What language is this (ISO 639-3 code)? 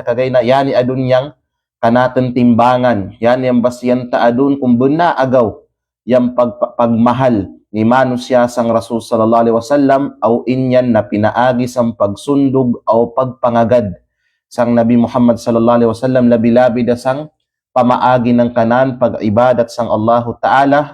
kqe